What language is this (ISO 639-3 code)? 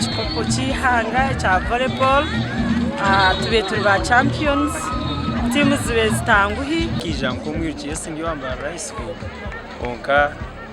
nyn